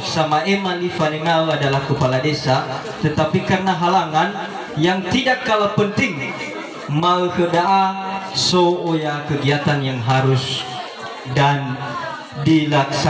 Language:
Nias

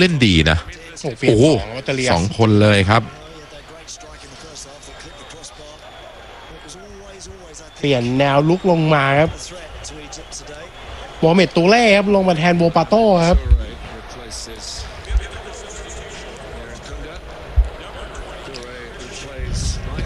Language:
Thai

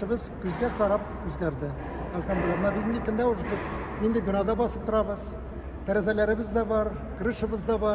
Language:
Tatar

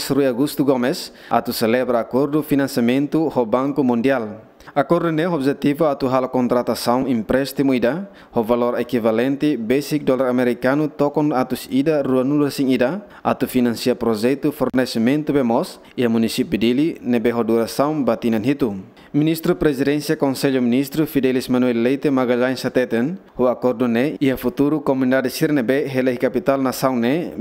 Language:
Tetum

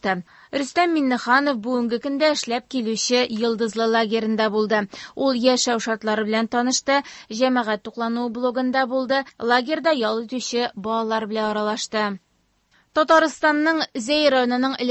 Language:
Tatar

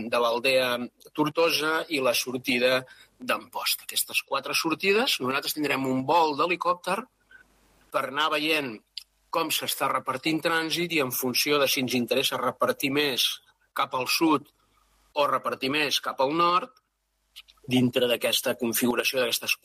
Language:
Catalan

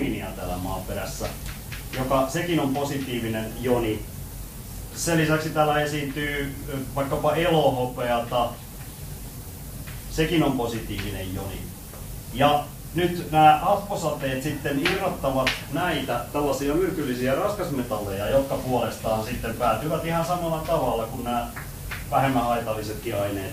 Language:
Finnish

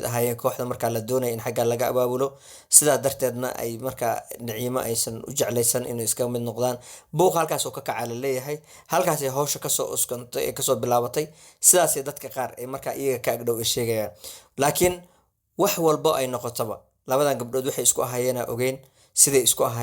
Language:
Somali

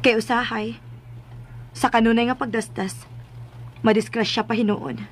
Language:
Cebuano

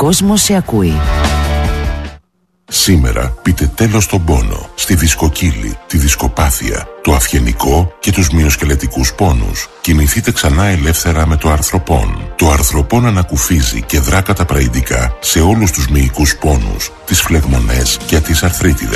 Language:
Greek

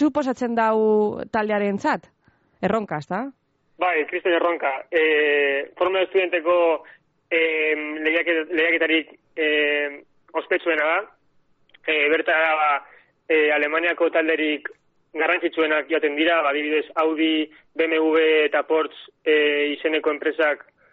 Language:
Basque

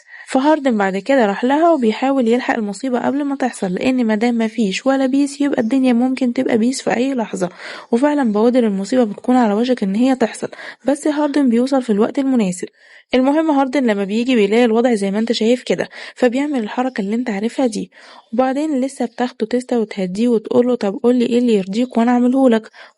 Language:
Egyptian Arabic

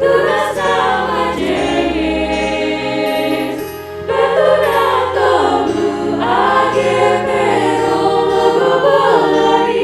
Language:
Batak Simalungun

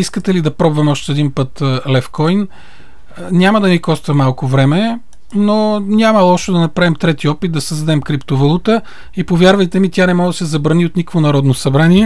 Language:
Bulgarian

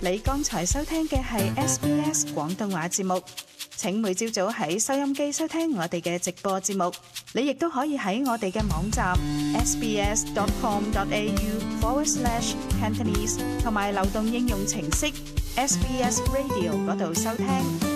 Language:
Cantonese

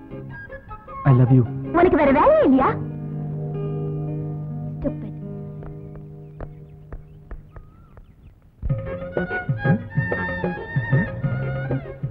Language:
Tamil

